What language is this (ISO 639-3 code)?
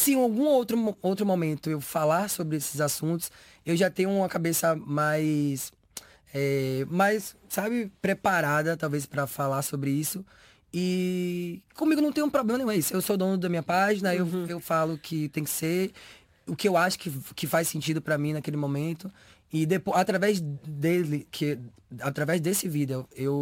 por